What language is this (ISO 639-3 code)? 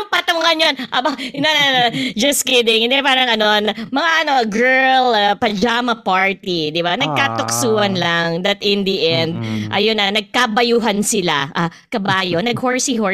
fil